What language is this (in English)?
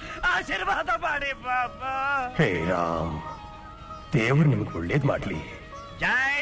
Kannada